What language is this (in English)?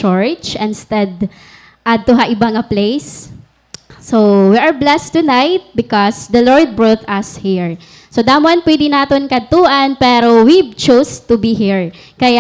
Waray